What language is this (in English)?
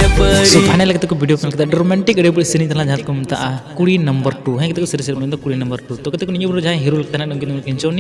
Santali